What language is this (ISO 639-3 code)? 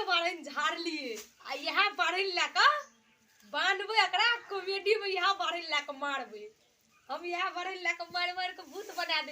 mai